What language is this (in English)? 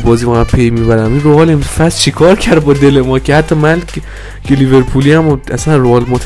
Persian